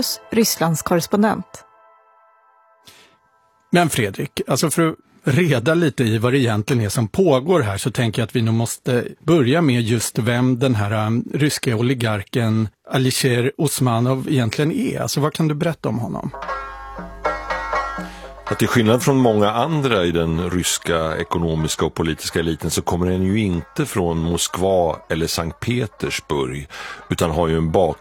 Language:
Swedish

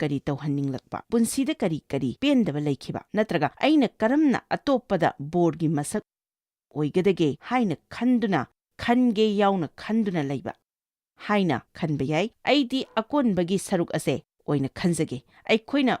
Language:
Manipuri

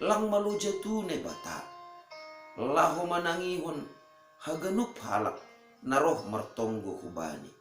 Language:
Batak Simalungun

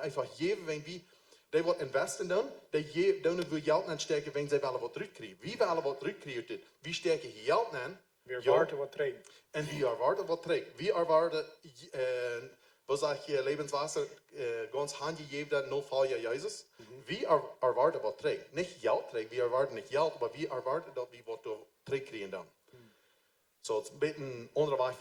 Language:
Plautdietsch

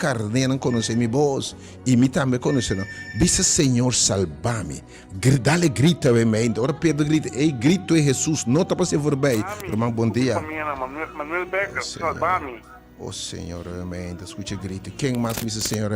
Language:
Papiamento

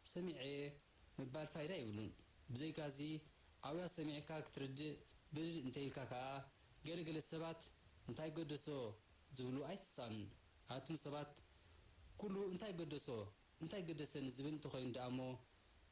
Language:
Tigrinya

